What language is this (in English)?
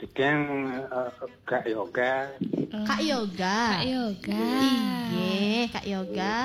Balinese